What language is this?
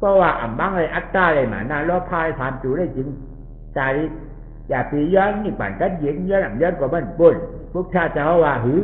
Shan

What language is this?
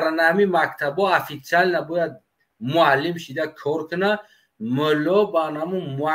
Tajik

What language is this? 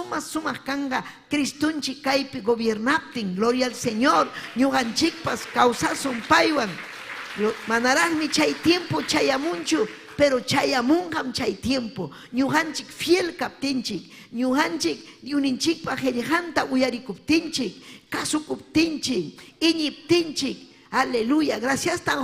Ayacucho Quechua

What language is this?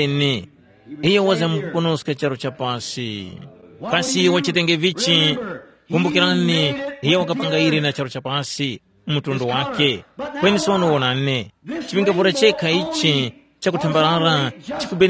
Tumbuka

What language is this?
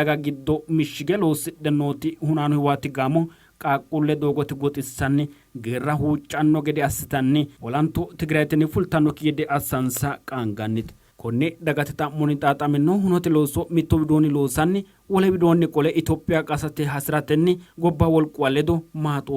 Sidamo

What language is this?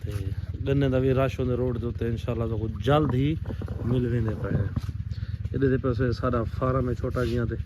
Saraiki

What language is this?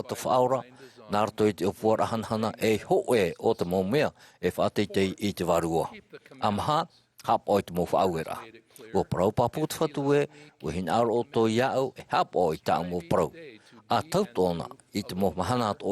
Tahitian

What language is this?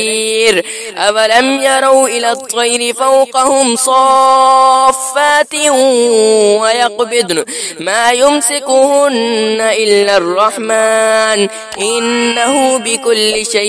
Arabic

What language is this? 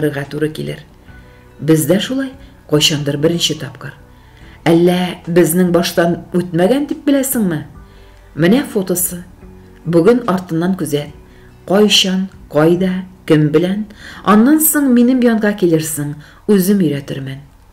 Tatar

